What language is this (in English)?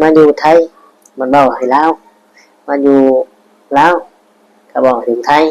Northeastern Thai